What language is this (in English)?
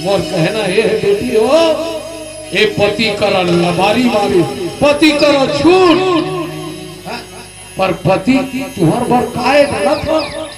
Chhattisgarhi